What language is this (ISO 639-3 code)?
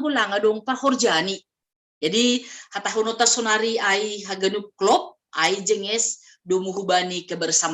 bts